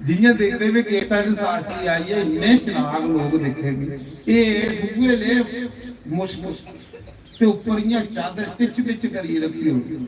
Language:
Dogri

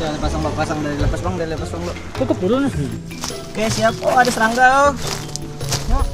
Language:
Banjar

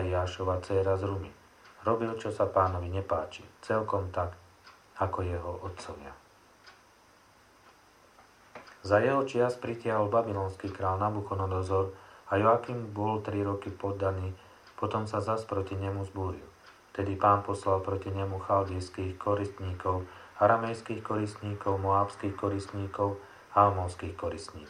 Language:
Slovak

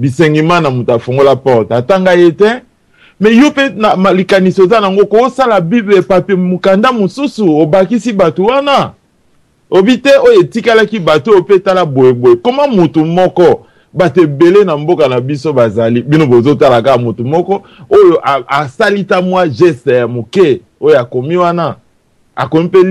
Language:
Lingala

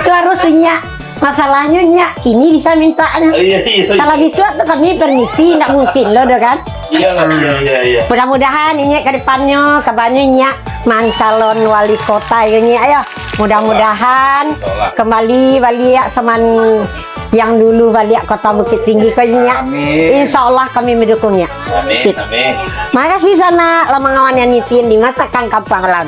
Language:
Minangkabau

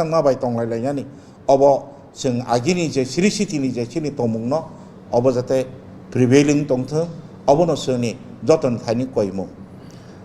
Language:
Kok Borok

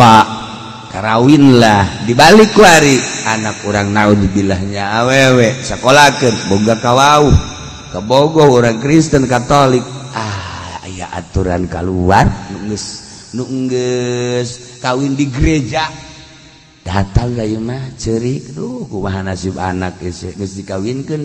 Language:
Sundanese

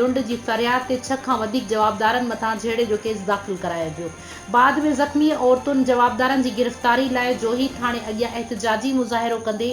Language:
Sindhi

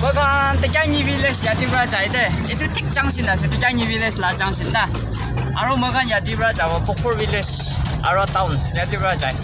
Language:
Naga Pidgin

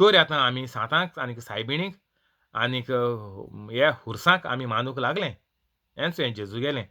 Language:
Konkani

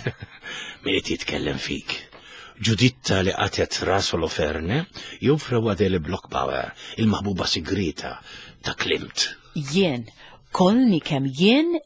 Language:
Maltese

